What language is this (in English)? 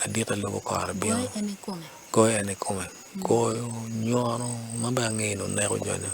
Acoli